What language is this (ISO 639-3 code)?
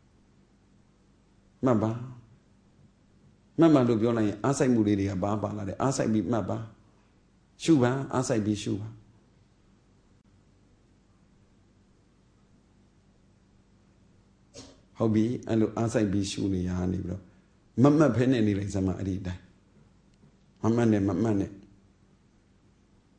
mya